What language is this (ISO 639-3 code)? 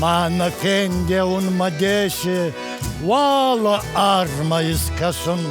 oss